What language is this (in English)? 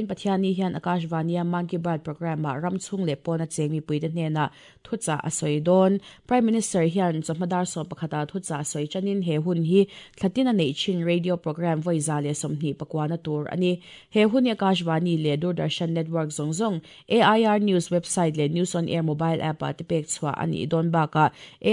Mizo